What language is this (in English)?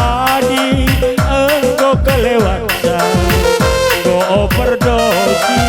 Batak Karo